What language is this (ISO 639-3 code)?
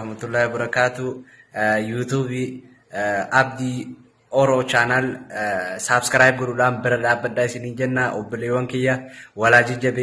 orm